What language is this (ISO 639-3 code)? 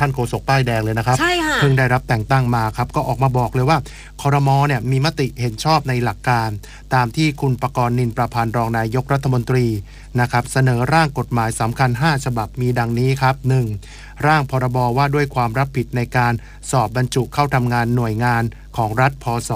tha